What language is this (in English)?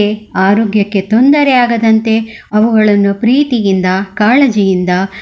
Kannada